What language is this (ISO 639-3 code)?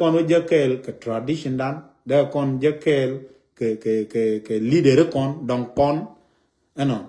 nus